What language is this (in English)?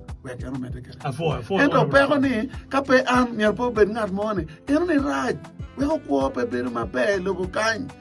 Acoli